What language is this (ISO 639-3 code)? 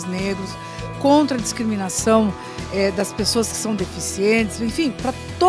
por